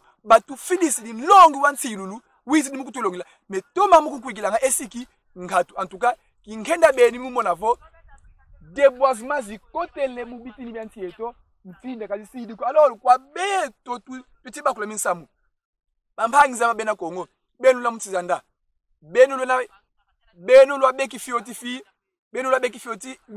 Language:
Kongo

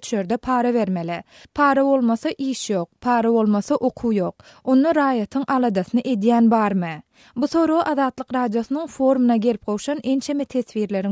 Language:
Turkmen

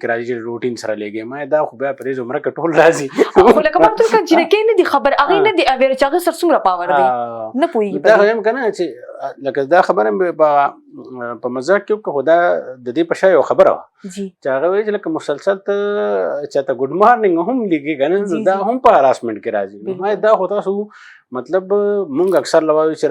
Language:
Pashto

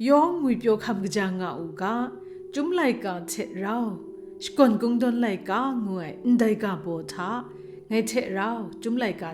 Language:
Kachin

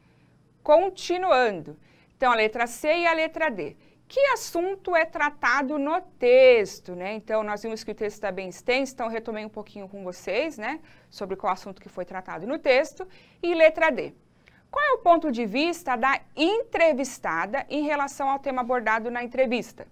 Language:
Portuguese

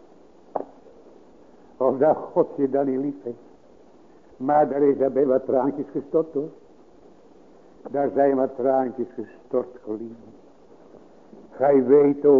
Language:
Dutch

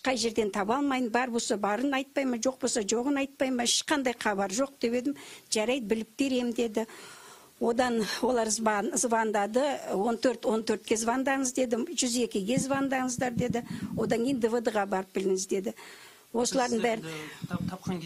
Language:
Kazakh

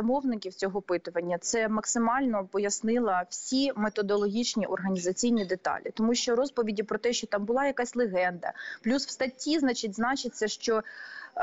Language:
Ukrainian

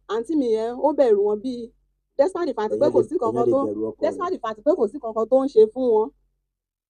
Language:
Yoruba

